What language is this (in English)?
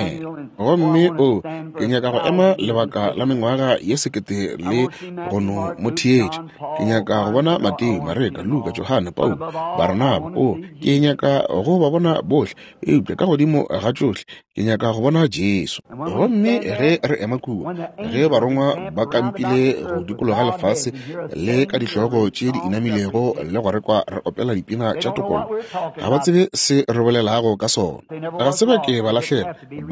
Northern Sotho